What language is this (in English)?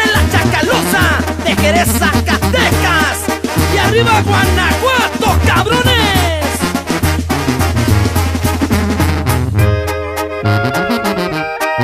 Spanish